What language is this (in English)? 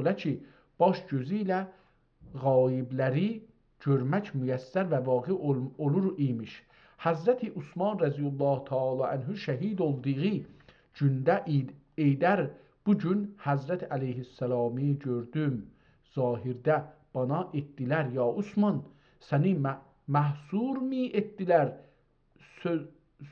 South Azerbaijani